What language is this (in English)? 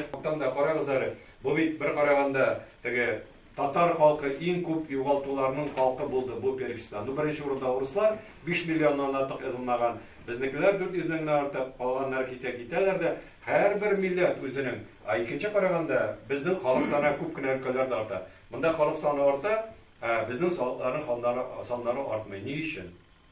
Tatar